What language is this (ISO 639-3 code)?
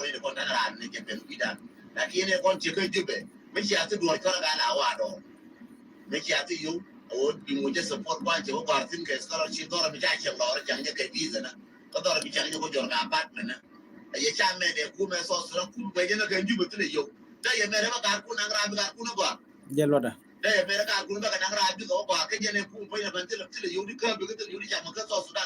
nus